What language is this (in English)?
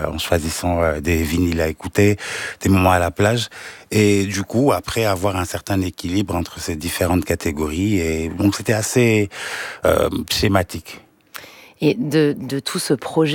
French